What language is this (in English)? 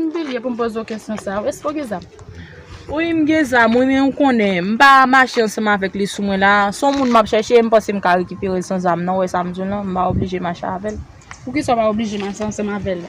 Haitian Creole